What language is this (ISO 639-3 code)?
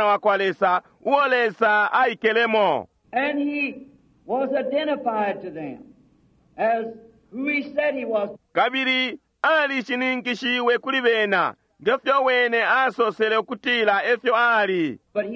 bem